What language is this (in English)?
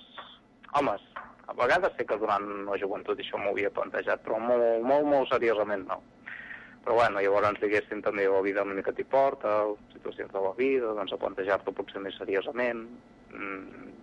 Catalan